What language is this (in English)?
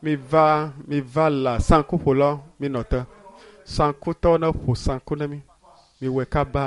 Ewe